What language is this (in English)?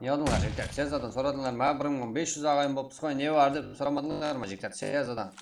Kara-Kalpak